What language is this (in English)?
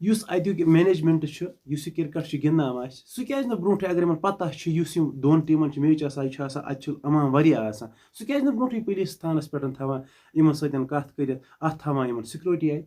Kashmiri